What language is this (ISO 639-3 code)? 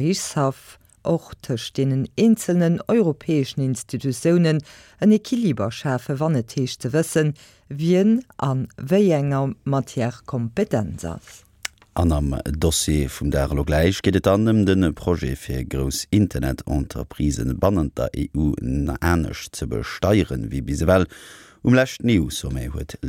ltz